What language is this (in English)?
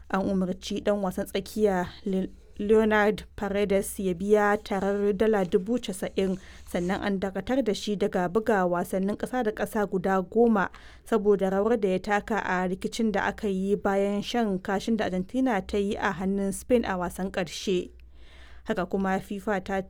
Hausa